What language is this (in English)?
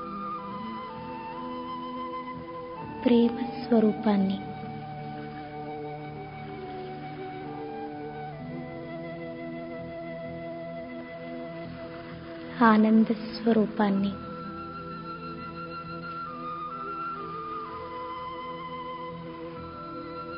Telugu